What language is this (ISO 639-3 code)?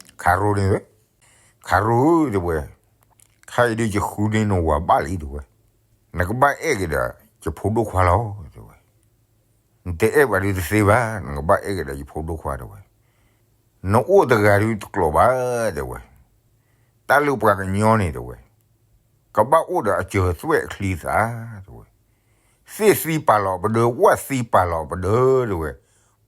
ksw